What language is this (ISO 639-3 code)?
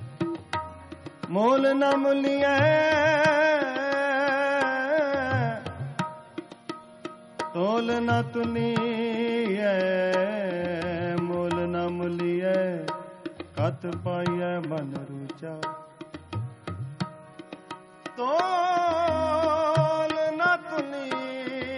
pan